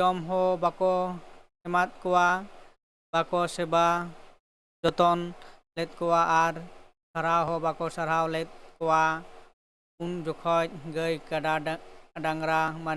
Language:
Santali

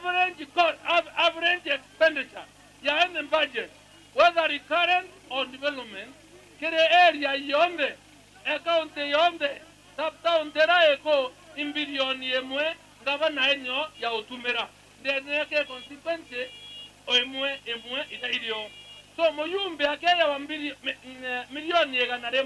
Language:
Meru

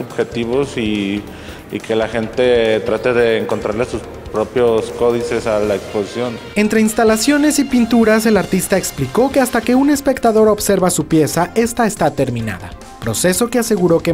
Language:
Spanish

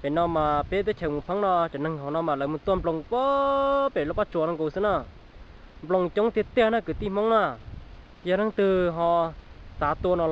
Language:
Hmong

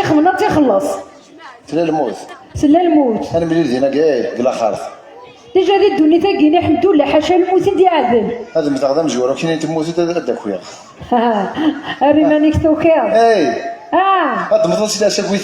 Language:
Kabyle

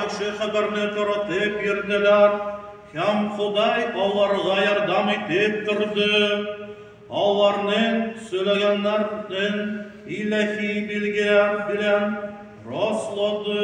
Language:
Tatar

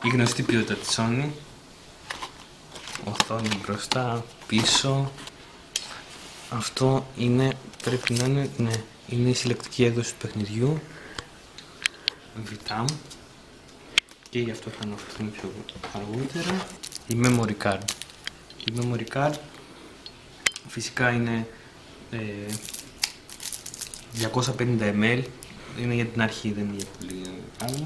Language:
Greek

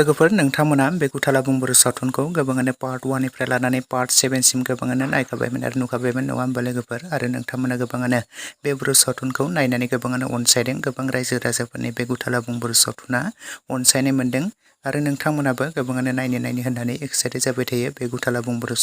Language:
Bodo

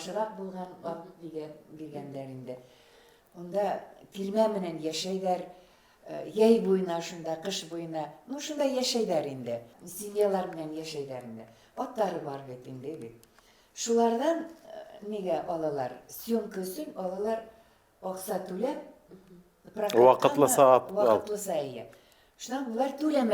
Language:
Bashkir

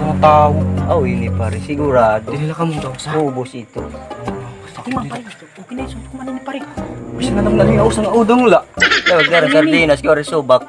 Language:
Waray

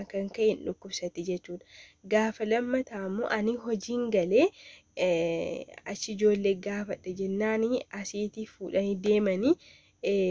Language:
Oromo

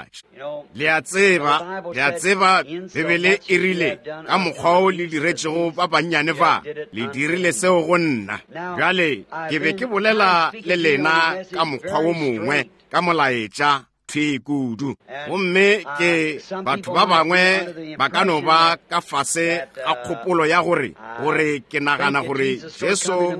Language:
Northern Sotho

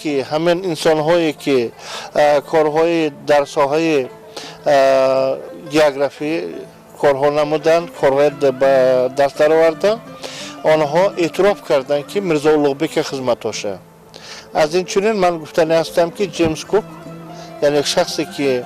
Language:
Tajik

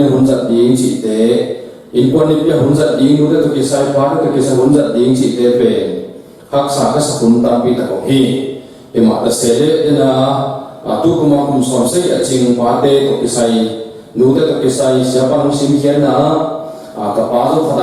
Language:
Tedim Chin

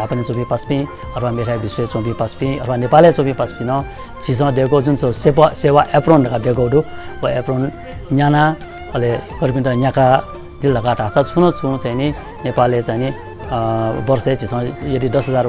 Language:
Newari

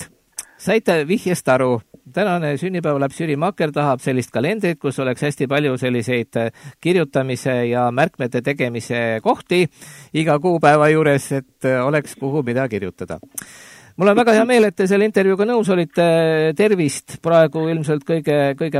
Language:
Estonian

